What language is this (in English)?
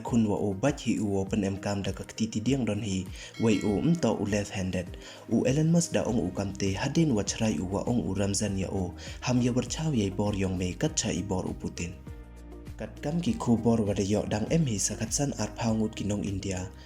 Pnar